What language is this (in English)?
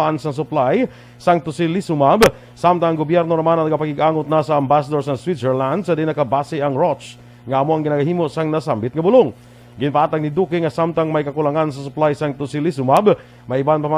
Hiligaynon